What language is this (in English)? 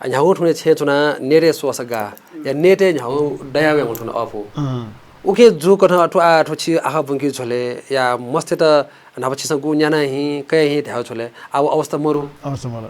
Newari